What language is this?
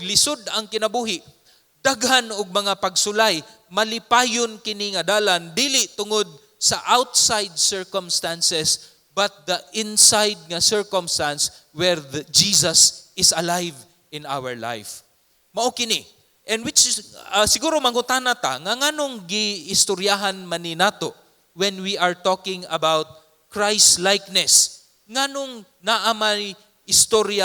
Cebuano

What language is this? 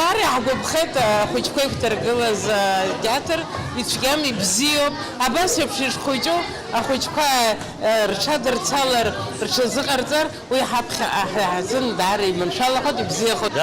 Abkhazian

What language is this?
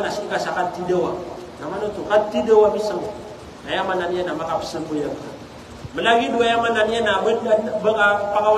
Maranao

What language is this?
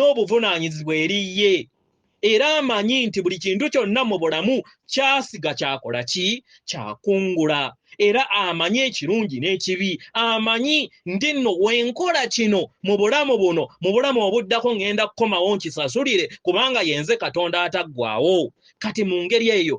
Ganda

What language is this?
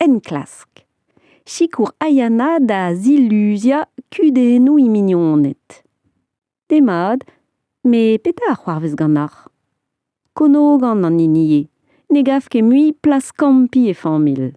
Breton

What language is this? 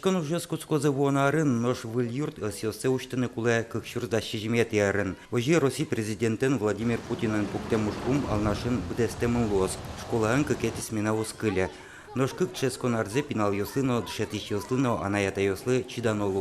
Udmurt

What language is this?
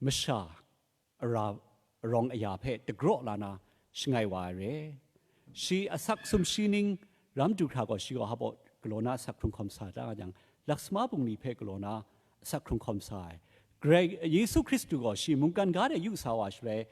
Kachin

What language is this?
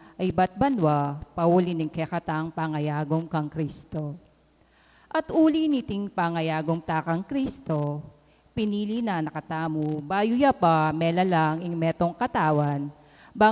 Pampanga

